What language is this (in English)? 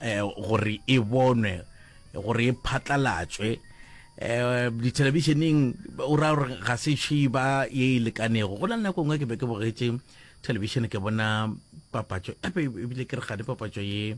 Northern Sotho